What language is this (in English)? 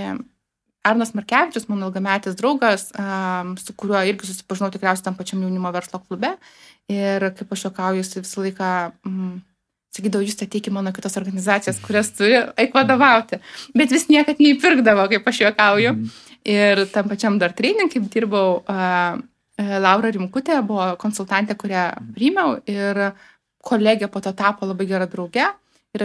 Lithuanian